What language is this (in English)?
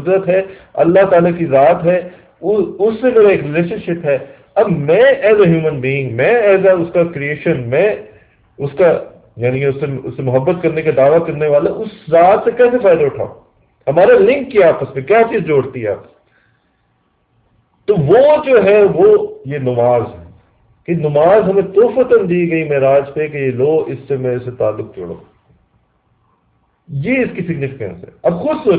Urdu